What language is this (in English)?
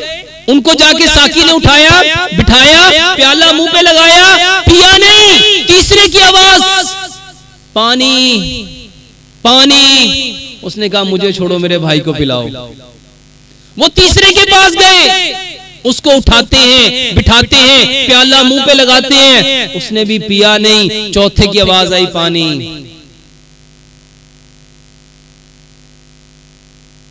Hindi